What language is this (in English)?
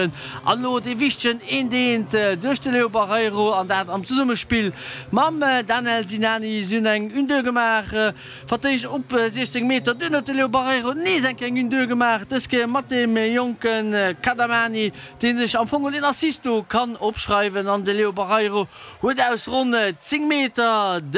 Luxembourgish